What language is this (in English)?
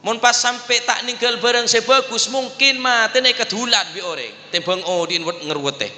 Madurese